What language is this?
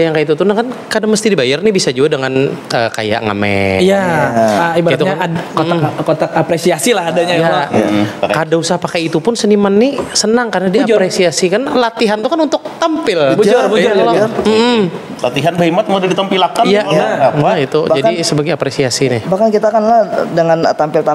Banjar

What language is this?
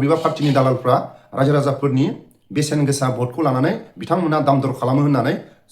Bodo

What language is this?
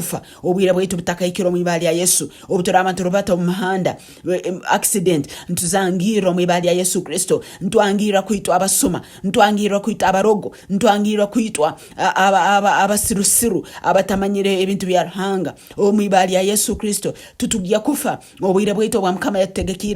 Tooro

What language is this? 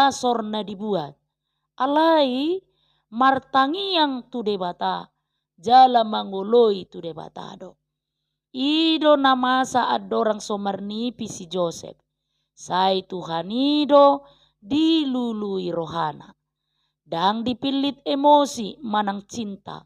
Batak Toba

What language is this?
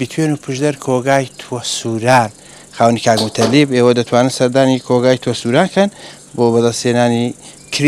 Central Kurdish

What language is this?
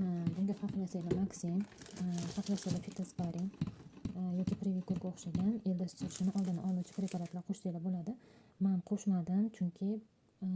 Uzbek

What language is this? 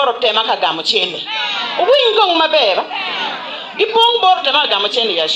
Acoli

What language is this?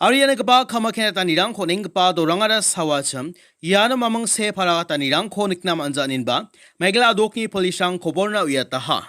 Garo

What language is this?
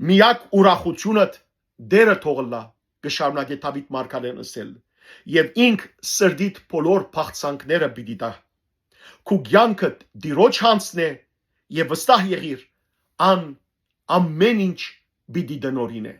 Western Armenian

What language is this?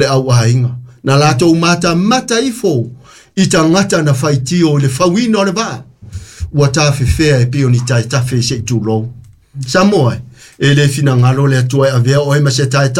Samoan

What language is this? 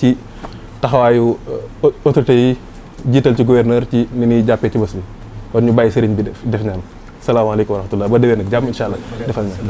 Wolof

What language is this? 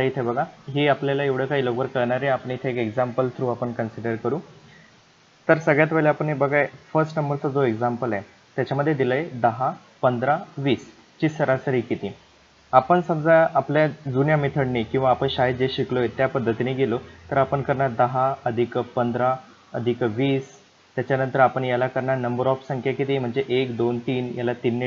Marathi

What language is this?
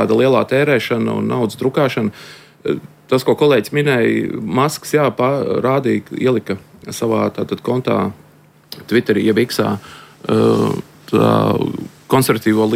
Latvian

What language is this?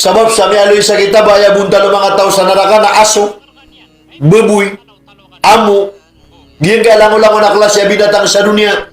Maranao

